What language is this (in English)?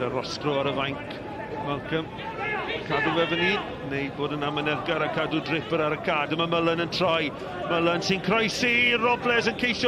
Welsh